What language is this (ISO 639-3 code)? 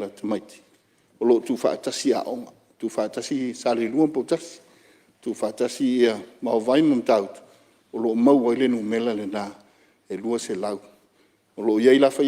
smo